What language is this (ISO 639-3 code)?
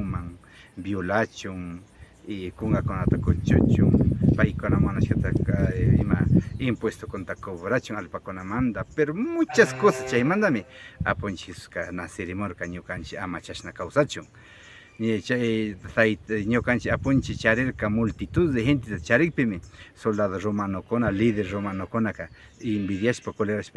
qvi